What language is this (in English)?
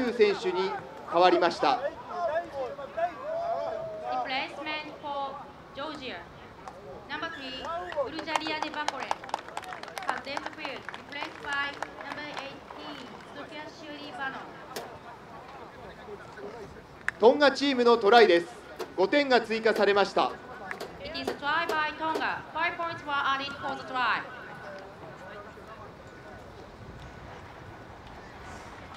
Japanese